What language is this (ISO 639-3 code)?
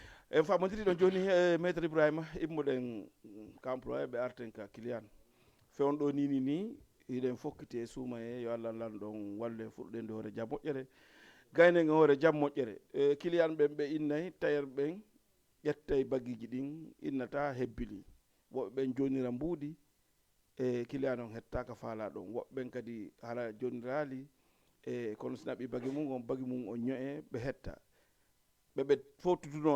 ful